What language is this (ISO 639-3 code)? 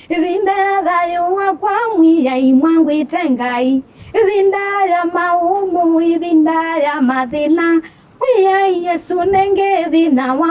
kam